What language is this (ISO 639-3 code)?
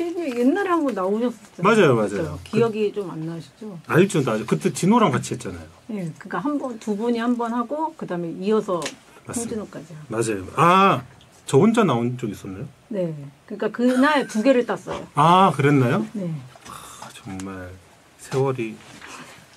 kor